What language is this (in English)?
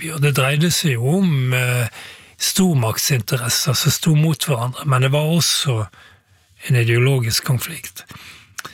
Norwegian